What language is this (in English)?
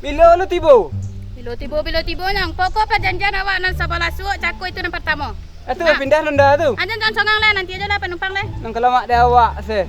Minangkabau